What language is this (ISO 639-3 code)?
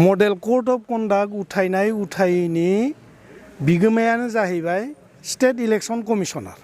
brx